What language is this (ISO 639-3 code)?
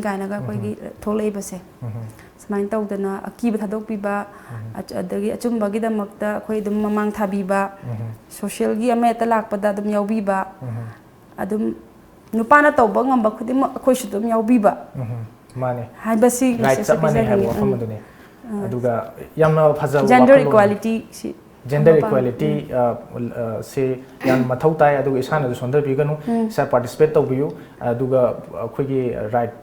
mni